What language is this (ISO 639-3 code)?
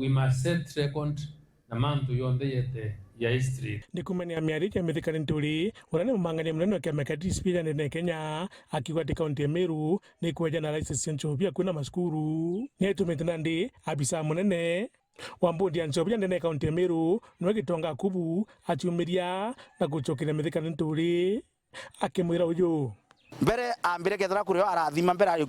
mer